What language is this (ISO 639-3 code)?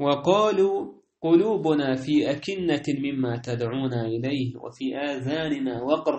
che